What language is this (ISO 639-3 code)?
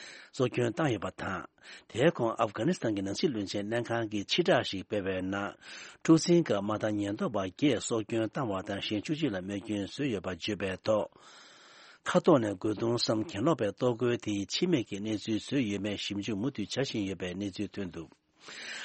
bod